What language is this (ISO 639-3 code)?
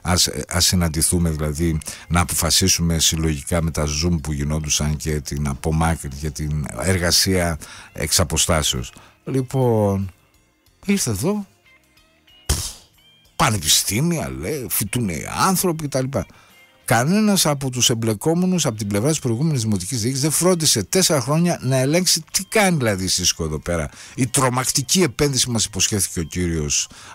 ell